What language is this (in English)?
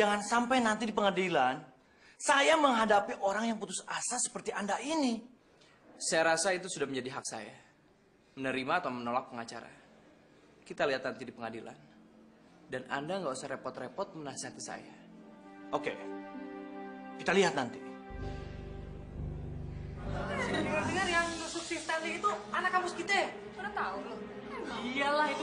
Indonesian